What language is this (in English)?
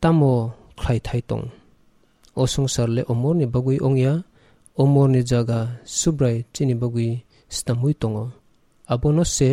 Kok Borok